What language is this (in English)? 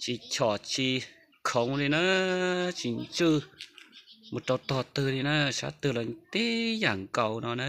Hmong